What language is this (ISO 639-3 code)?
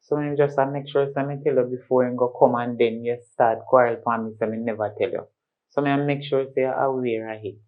jam